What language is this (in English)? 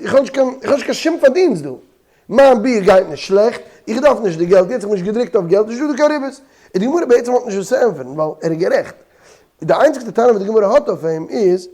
Yiddish